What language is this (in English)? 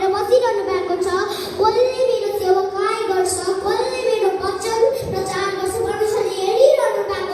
Nepali